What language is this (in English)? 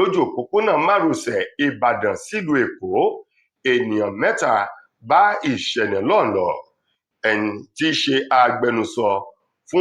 Yoruba